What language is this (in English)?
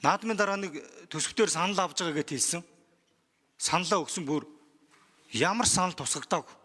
Mongolian